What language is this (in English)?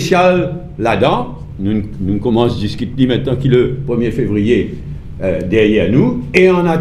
Morisyen